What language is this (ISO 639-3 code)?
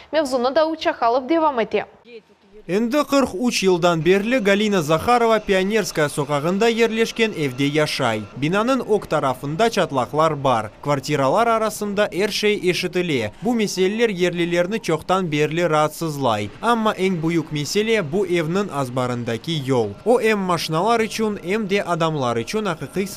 crh